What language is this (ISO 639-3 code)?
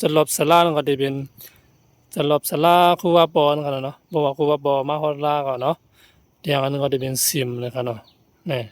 shn